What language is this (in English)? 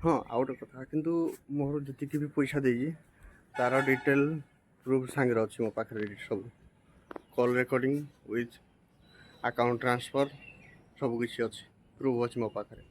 Odia